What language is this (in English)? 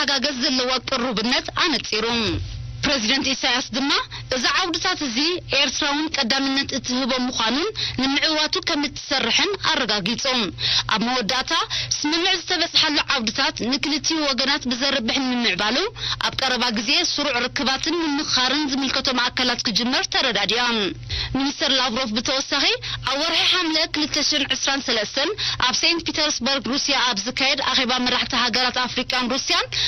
Tigrinya